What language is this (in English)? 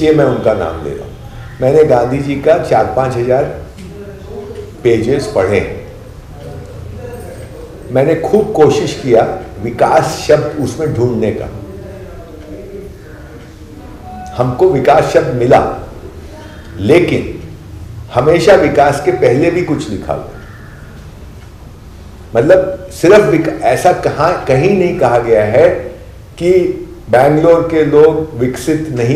Hindi